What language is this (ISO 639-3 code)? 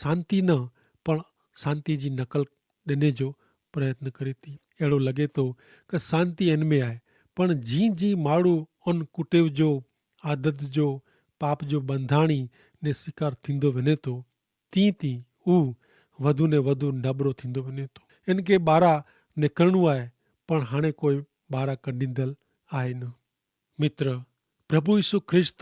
kfr